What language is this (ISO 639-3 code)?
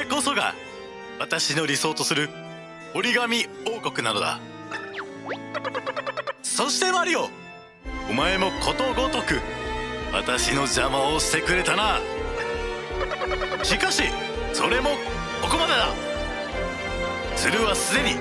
jpn